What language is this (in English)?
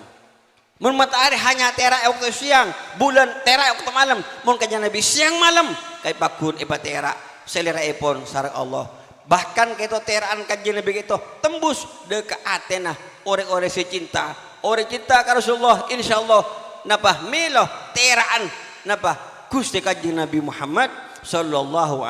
Madurese